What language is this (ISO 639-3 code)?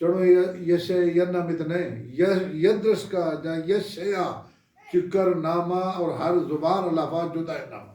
bal